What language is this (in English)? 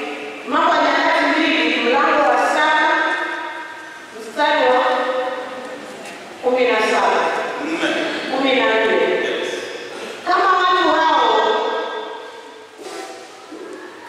Swahili